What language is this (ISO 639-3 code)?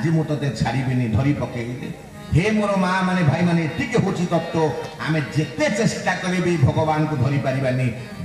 ori